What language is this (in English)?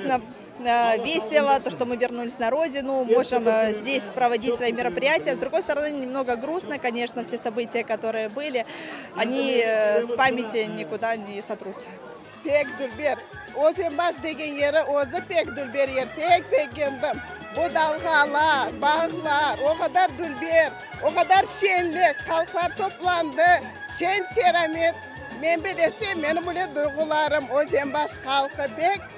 Crimean Tatar